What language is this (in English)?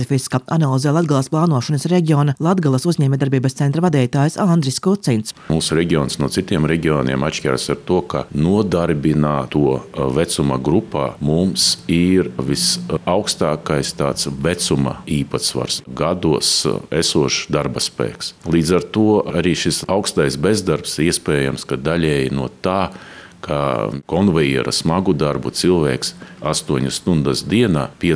Latvian